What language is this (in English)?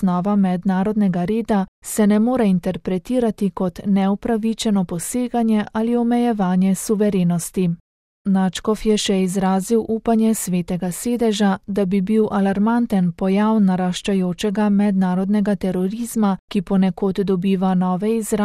Slovenian